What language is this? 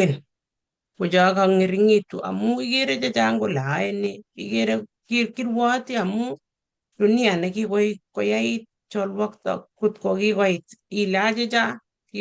Kalenjin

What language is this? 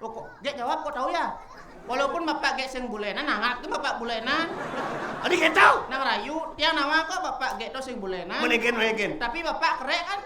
Balinese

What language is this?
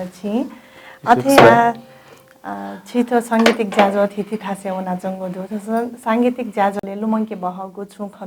Newari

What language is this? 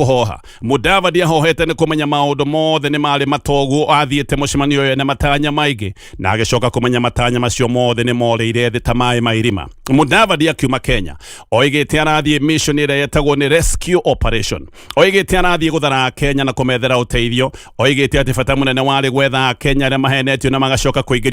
Kikuyu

